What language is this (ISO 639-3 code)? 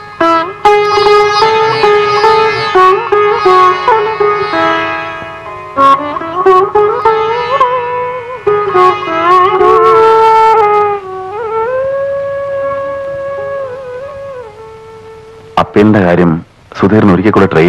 mal